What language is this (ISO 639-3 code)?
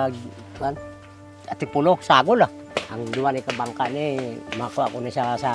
hil